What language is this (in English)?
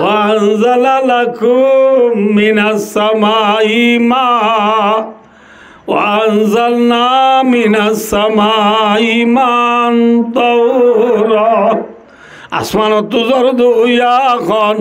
Rohingya